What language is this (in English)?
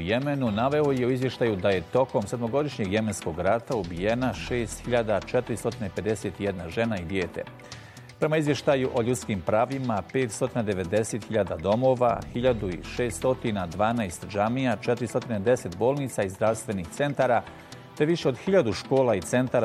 Bosnian